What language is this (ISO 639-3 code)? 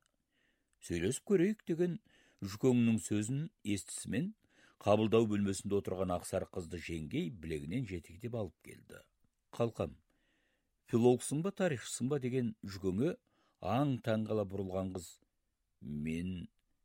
kaz